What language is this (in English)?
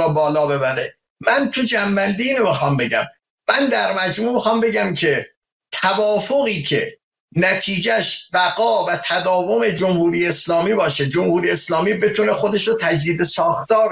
Persian